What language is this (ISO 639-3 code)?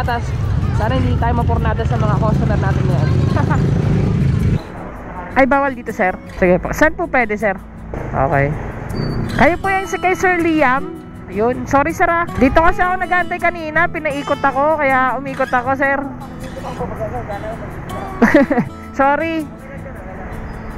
fil